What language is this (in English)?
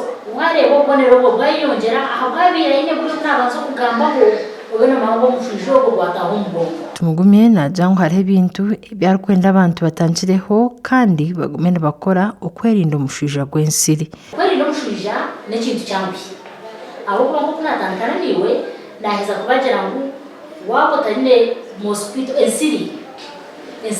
Nyankole